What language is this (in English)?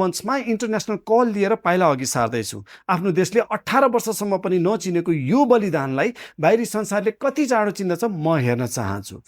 Nepali